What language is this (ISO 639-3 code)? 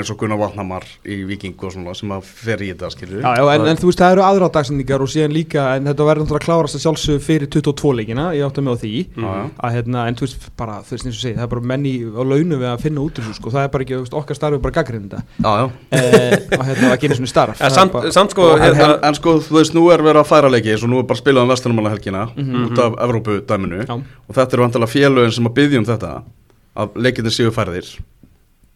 isl